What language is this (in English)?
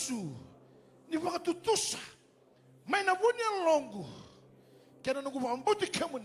Fijian